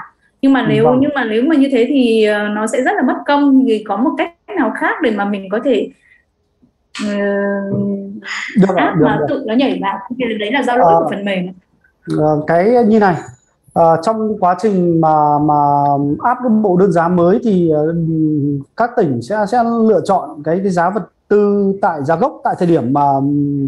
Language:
Vietnamese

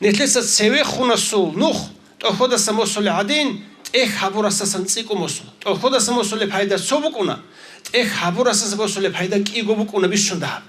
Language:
Avaric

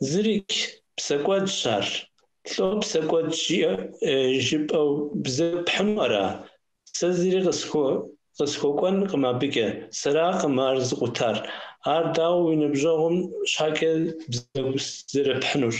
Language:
Kabardian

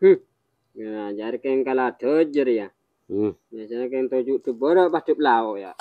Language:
Madurese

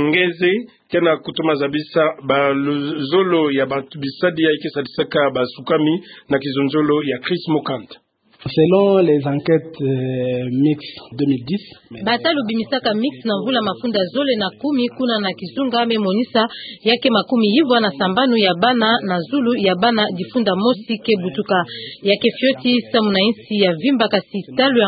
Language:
Kituba (Democratic Republic of Congo)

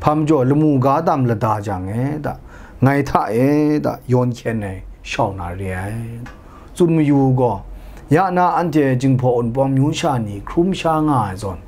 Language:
Kachin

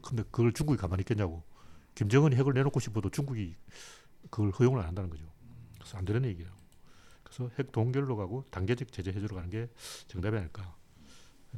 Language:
Korean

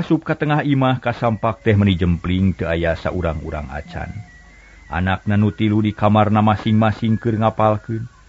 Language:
Sundanese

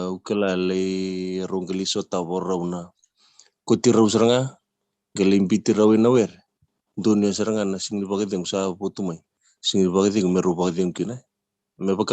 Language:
Fijian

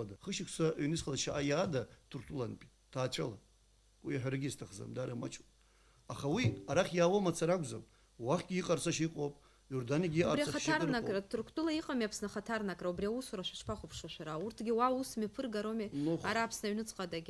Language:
Abkhazian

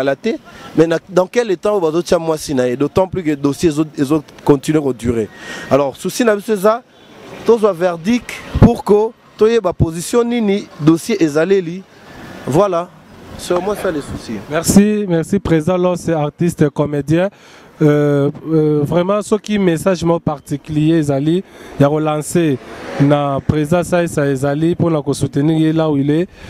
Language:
Lingala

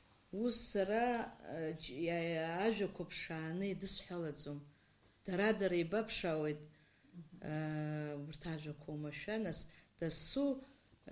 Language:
Abkhazian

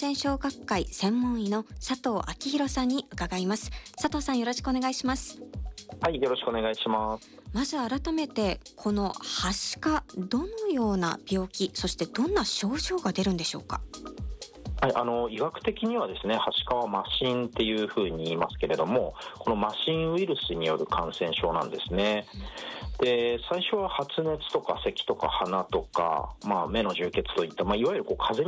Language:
Japanese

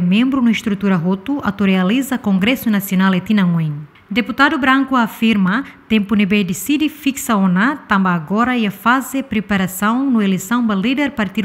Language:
Tetum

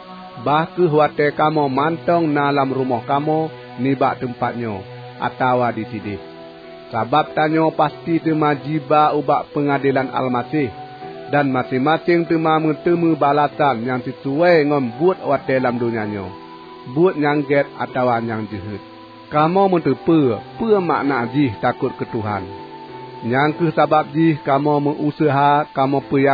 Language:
Achinese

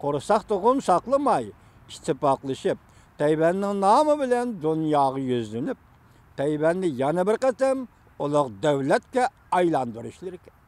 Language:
Uyghur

